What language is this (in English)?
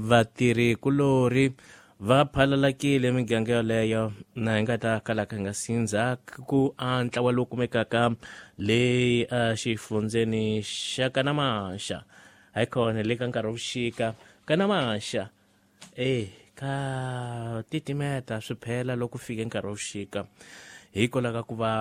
Tsonga